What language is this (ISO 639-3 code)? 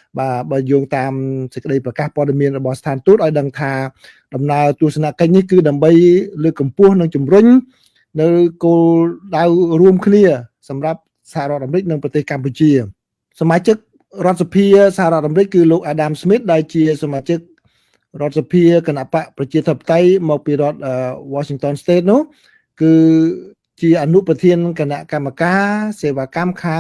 khm